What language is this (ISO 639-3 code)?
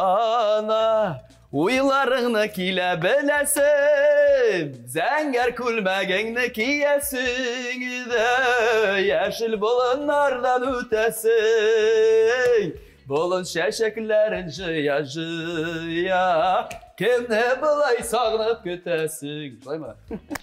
tat